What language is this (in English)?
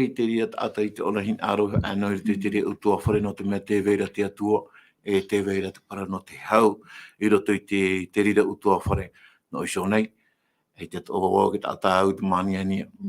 Tahitian